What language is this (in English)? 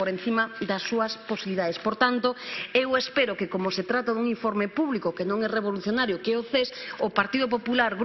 Galician